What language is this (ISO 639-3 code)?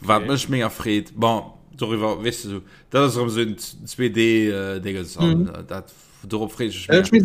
ltz